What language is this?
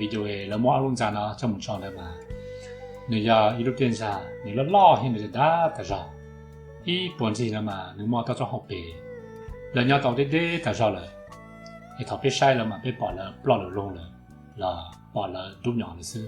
Hmong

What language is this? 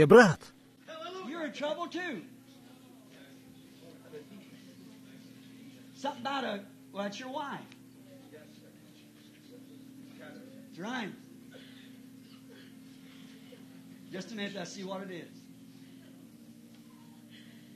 Russian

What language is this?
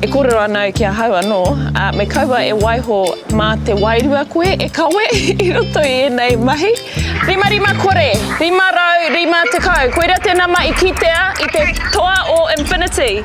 Māori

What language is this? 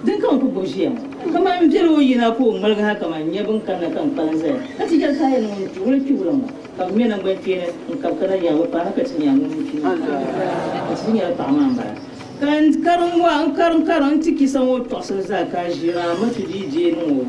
Dagbani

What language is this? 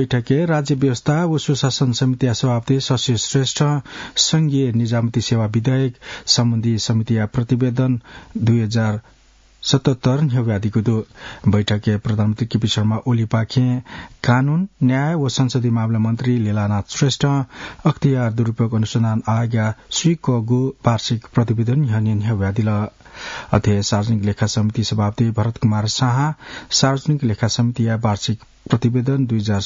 Newari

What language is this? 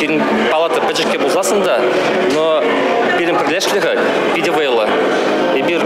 Chuvash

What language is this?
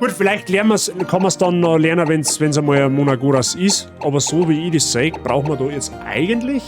Bavarian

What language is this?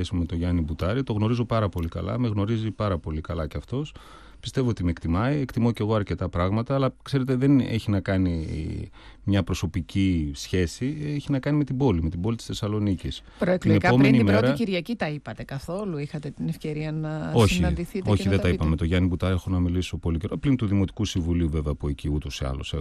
Greek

